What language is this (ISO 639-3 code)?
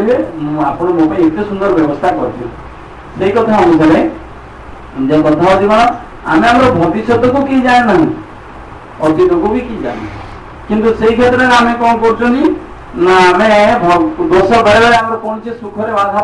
ori